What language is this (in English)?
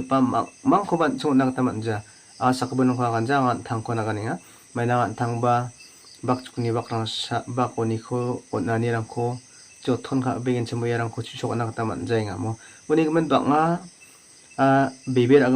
Garo